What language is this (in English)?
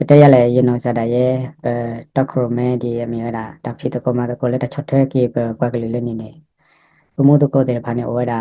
S'gaw Karen